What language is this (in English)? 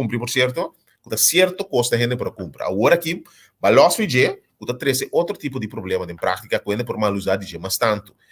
Papiamento